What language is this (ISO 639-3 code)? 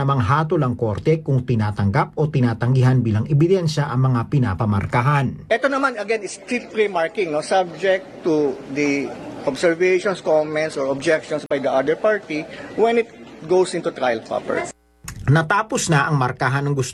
fil